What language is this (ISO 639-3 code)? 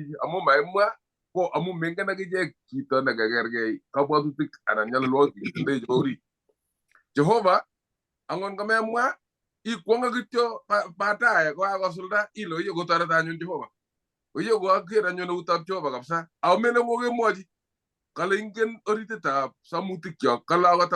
kln